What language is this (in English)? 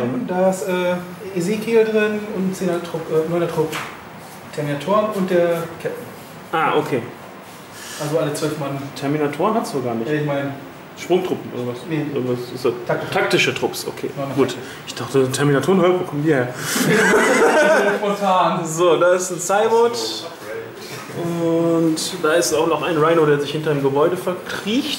German